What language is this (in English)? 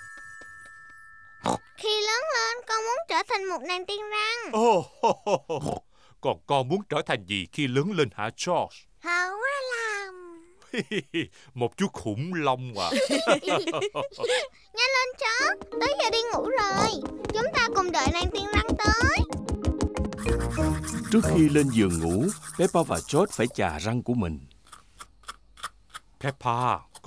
Vietnamese